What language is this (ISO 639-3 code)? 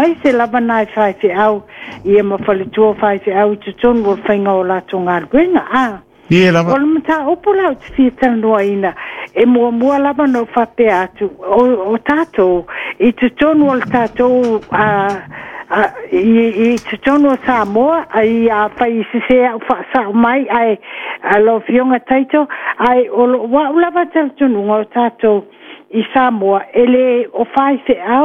smo